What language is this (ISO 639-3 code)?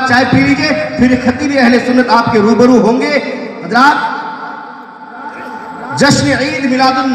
urd